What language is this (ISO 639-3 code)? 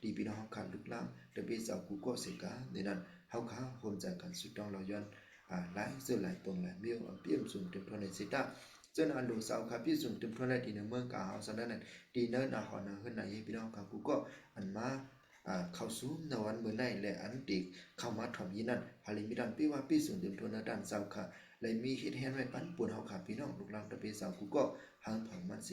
shn